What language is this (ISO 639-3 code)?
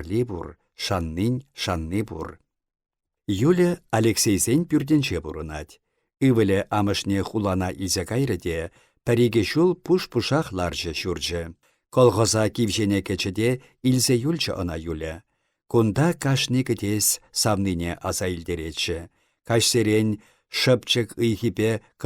chv